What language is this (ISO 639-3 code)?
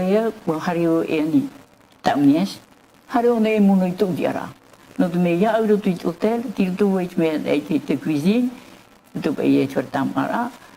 tah